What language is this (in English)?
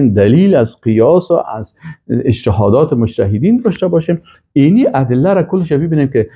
Persian